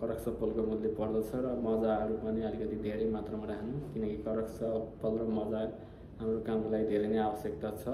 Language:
Nepali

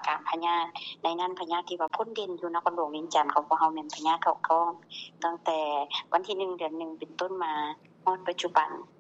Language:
Lao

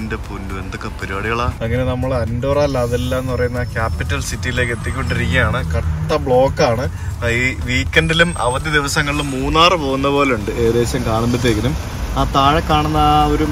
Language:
Malayalam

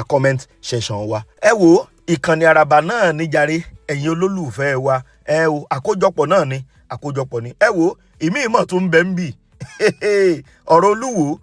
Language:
Yoruba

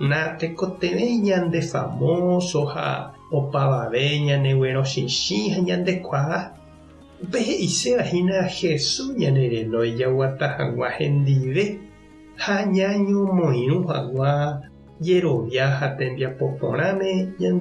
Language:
Guarani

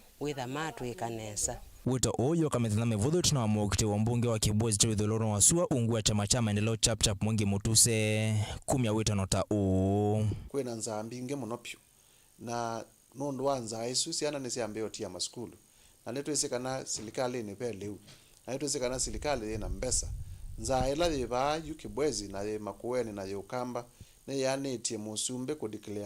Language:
Kamba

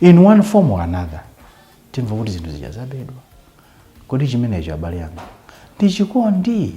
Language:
Nyanja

